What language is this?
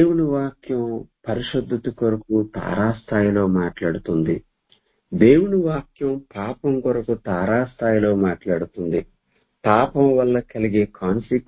Telugu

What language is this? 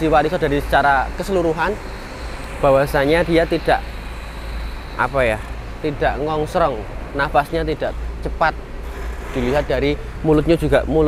Indonesian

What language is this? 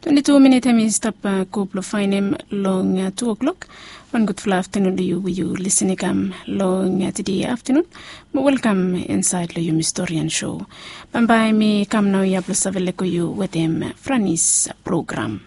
Bislama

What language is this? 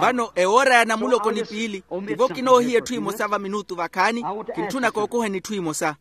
Makhuwa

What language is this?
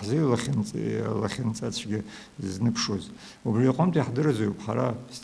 Abkhazian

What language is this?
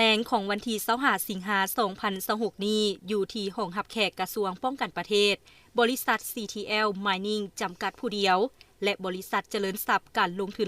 Lao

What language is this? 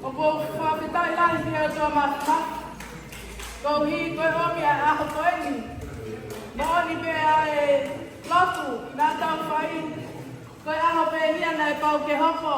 Tongan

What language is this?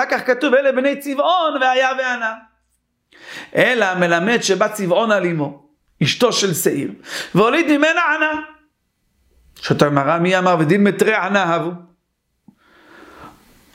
Hebrew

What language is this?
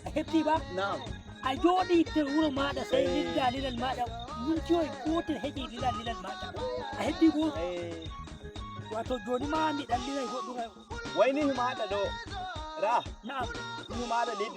Nigerian Fulfulde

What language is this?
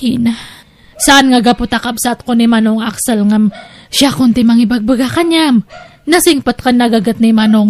Iloko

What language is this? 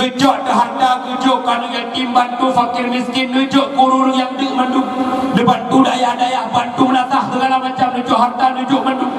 Achinese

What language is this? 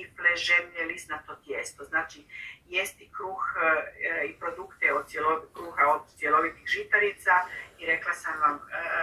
Croatian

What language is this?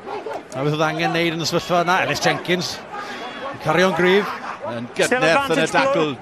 Welsh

